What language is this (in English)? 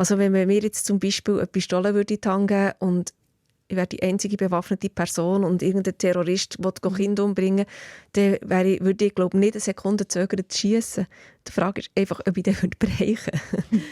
Swiss German